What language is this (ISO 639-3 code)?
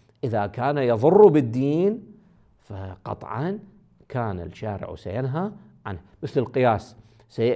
ara